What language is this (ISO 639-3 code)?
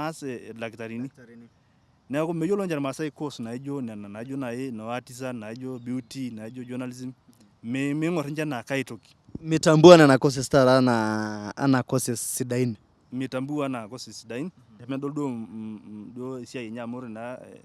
mas